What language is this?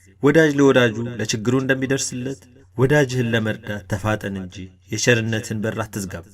Amharic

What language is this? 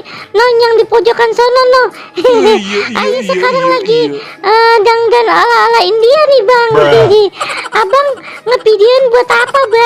Betawi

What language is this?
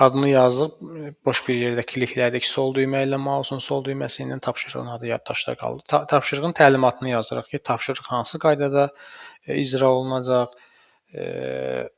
Azerbaijani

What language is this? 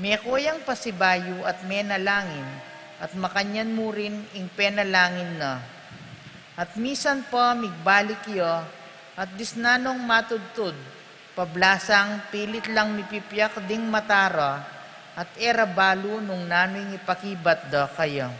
Pampanga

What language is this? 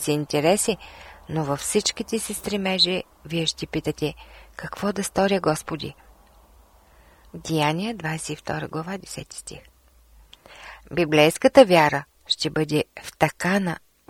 Bulgarian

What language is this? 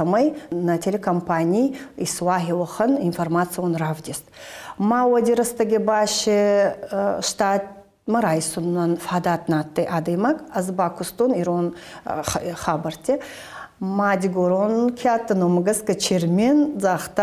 Ossetic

